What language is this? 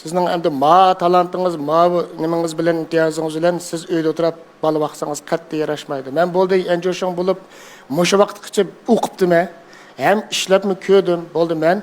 Uyghur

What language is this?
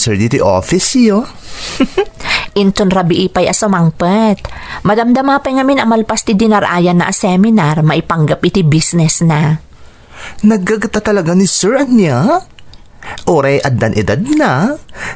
Iloko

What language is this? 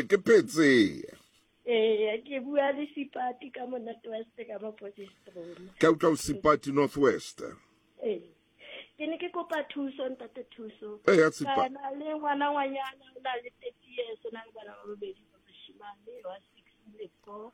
Southern Sotho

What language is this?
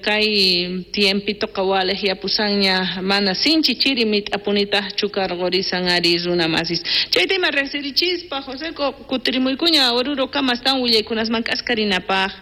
South Bolivian Quechua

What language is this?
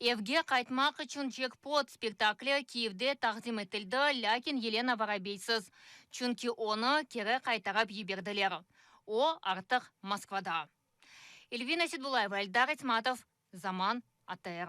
Crimean Tatar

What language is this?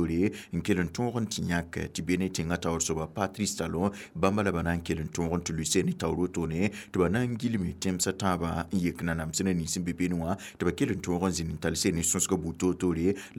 Mossi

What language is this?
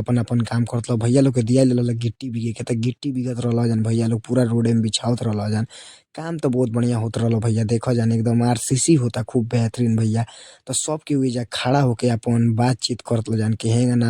Bhojpuri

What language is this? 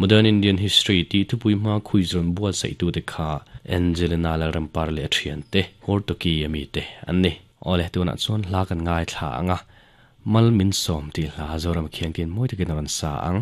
Mizo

